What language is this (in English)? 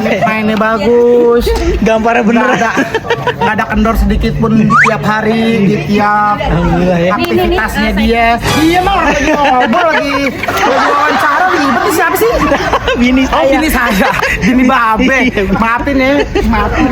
Betawi